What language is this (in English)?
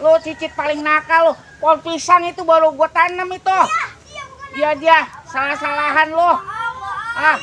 Betawi